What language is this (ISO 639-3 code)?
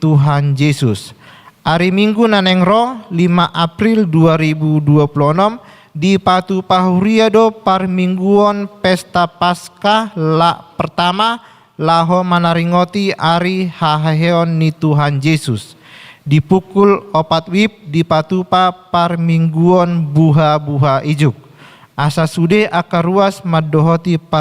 bbc